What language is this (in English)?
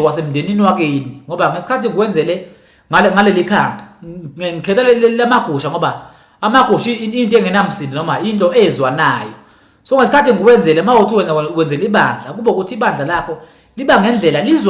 Zulu